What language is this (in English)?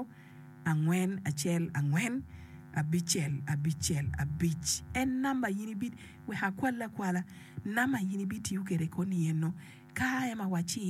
Acoli